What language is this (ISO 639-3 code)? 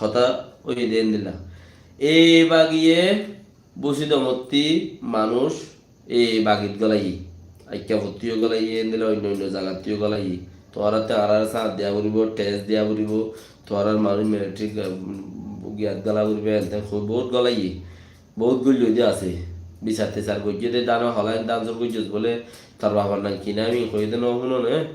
rhg